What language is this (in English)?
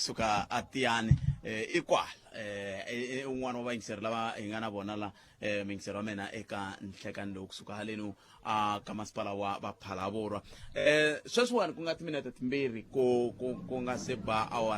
Tsonga